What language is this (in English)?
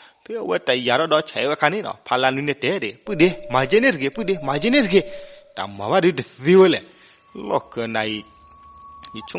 S'gaw Karen